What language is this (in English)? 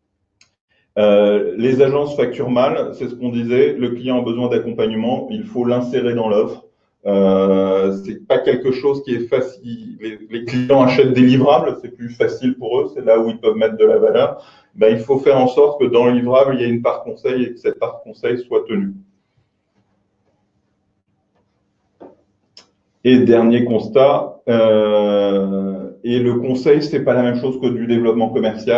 French